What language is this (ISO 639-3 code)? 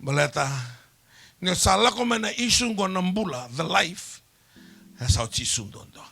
fij